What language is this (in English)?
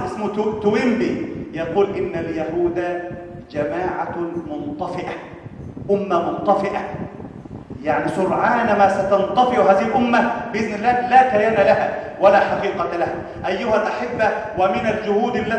Arabic